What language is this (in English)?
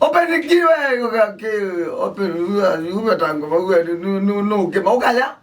Kamba